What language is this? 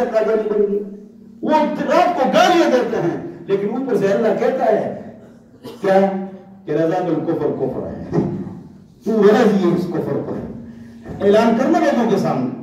Urdu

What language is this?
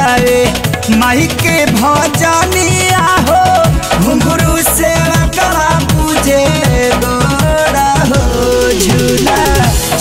Bhojpuri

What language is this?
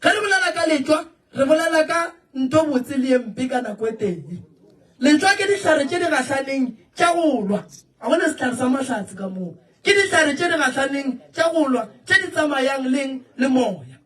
Northern Sotho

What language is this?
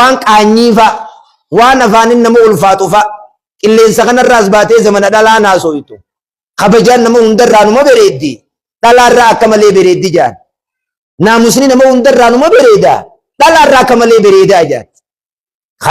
Oromo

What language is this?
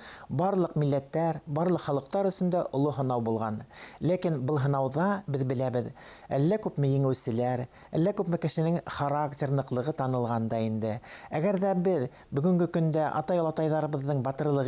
Bashkir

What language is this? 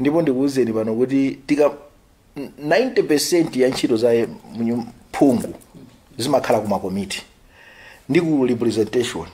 Nyanja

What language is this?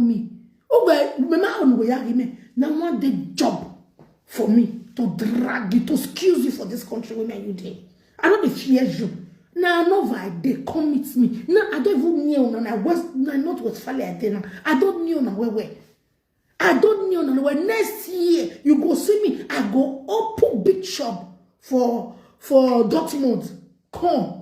Nigerian Pidgin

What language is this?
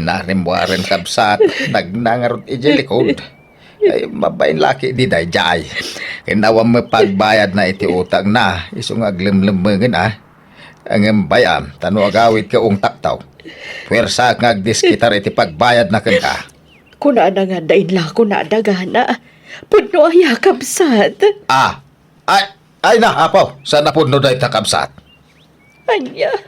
Iloko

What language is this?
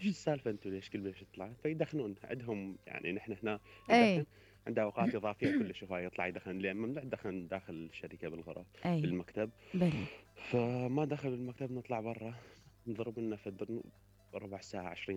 Mesopotamian Arabic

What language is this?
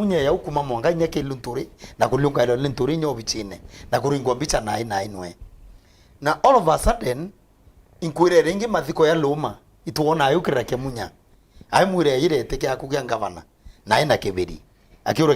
Meru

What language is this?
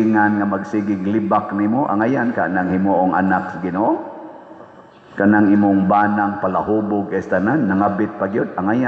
Cebuano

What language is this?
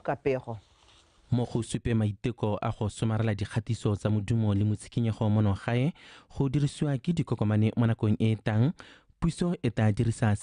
Tswana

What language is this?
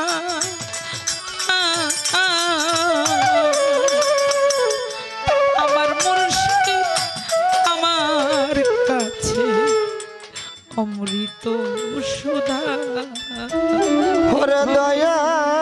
Bangla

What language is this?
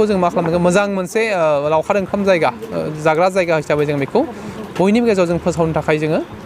Bodo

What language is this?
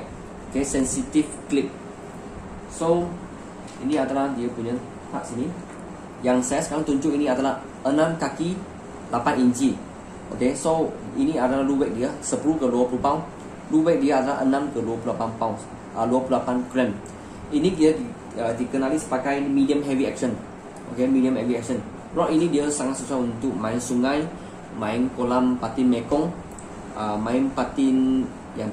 Malay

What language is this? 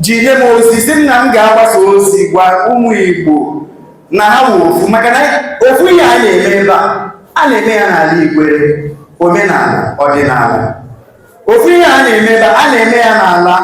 Igbo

